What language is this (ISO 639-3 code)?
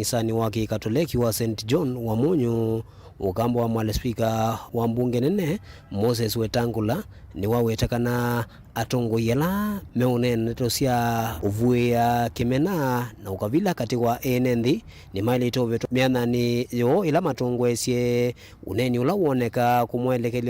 kam